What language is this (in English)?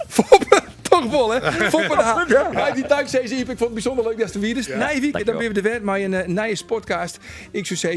Western Frisian